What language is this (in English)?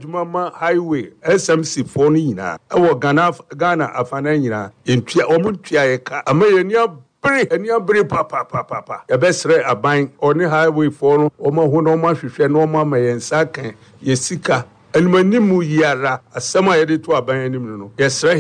Akan